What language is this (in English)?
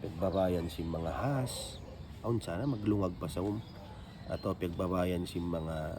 Tausug